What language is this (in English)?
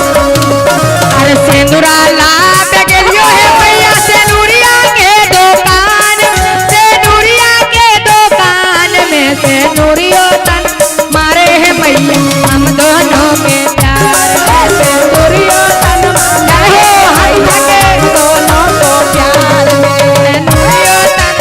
Magahi